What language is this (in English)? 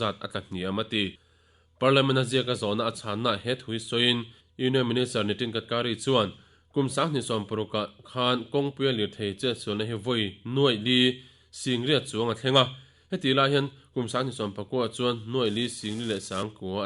Mizo